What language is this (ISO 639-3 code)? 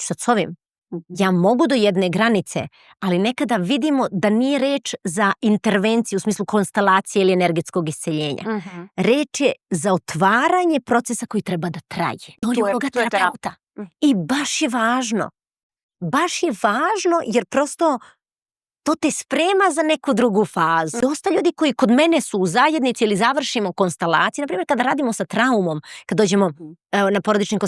mkd